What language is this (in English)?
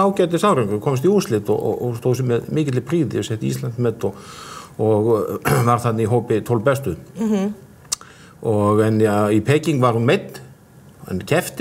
Icelandic